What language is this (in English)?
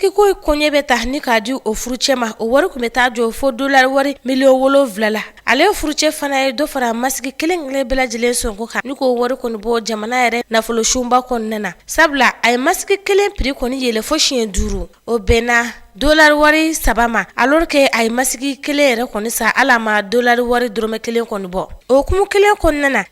Bambara